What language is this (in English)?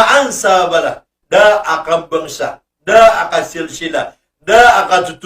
Maranao